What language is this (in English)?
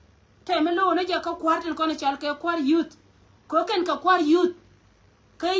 Nuer